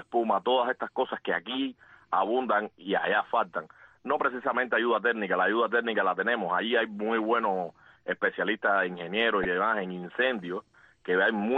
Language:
Spanish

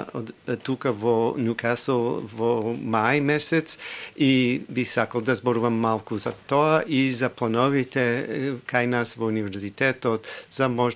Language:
Macedonian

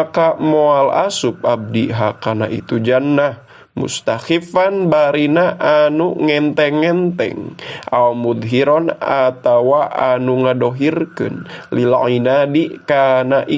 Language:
Sundanese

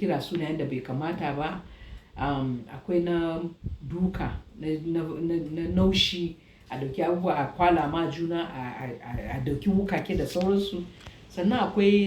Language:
Hausa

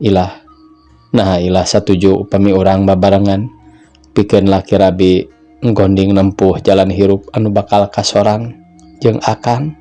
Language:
Sundanese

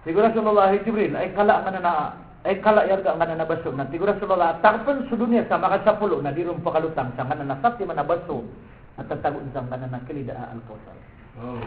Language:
Maranao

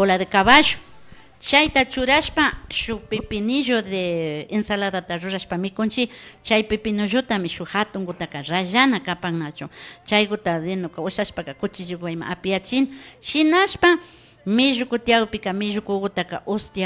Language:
Imbabura Highland Quichua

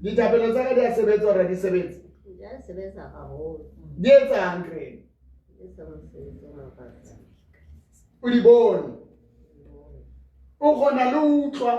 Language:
Southern Sotho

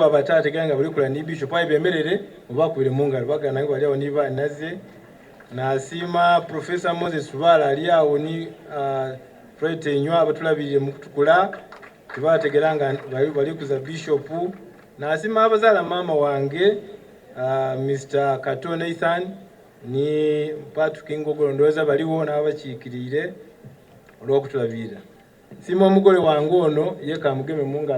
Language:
Soga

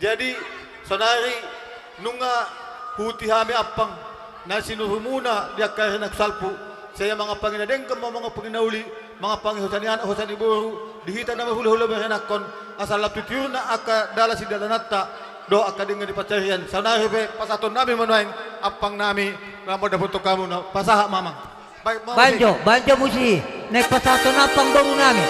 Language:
Batak Toba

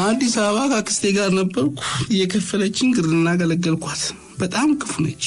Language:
Amharic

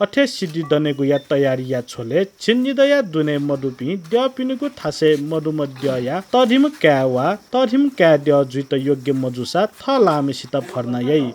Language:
Newari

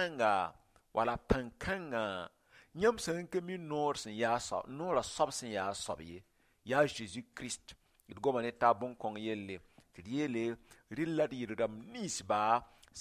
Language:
Mossi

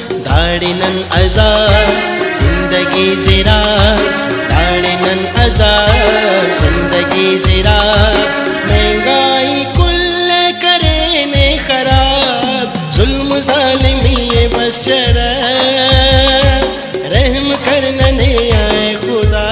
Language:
Brahui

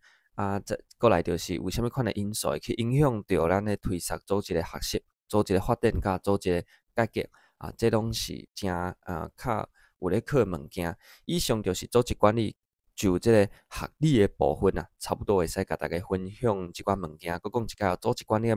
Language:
Min Nan Chinese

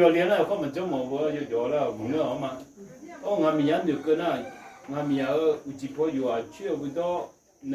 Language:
Akha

